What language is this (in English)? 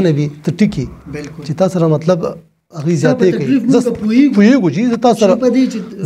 Pashto